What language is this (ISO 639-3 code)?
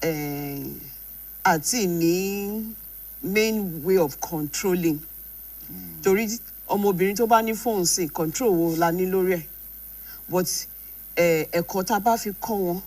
yor